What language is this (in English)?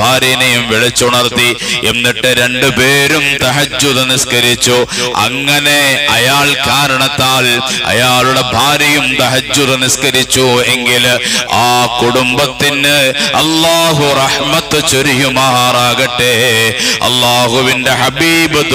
Malayalam